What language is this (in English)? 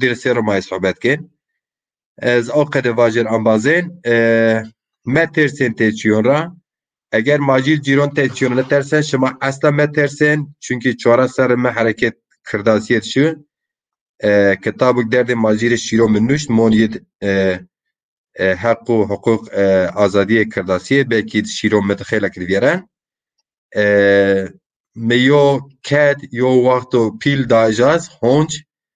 Zaza